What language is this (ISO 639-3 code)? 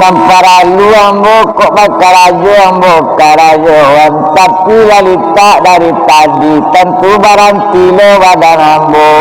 min